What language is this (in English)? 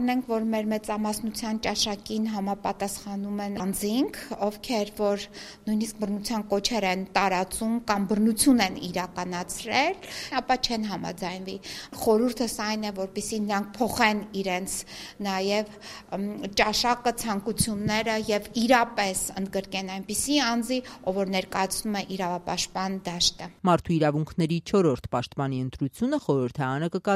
Armenian